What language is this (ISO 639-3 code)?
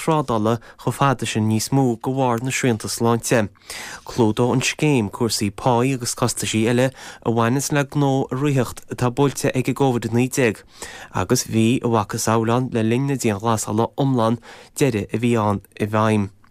gle